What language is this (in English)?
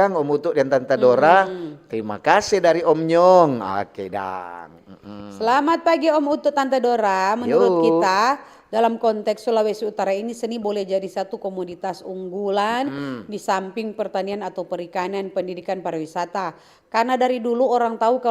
Manado Malay